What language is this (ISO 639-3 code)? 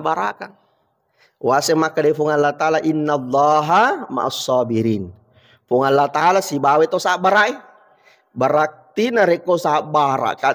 bug